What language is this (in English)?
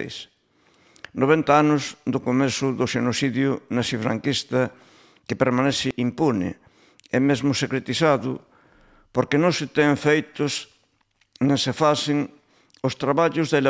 Galician